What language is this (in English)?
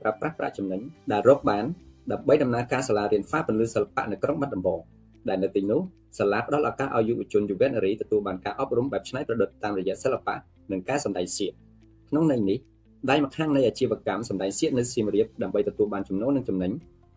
Khmer